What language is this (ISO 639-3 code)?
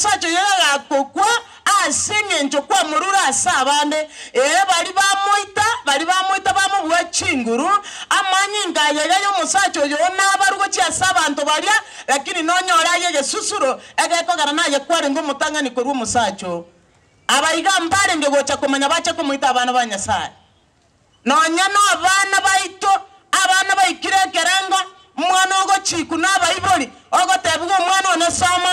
guz